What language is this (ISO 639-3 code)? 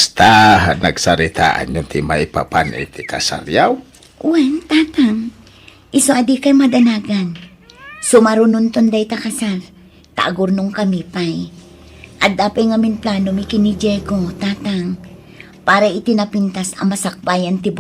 ilo